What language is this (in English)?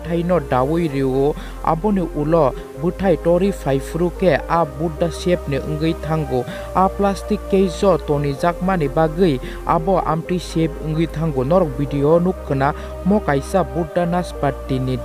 Kok Borok